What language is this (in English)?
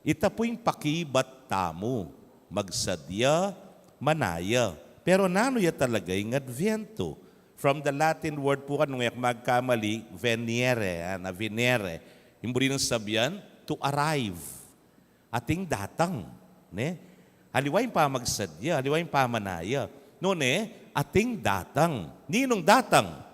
Pampanga